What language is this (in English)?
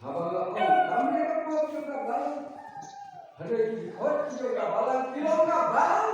Khasi